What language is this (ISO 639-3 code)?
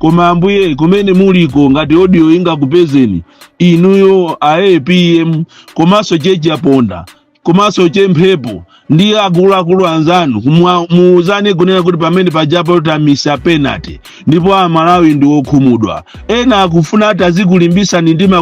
nya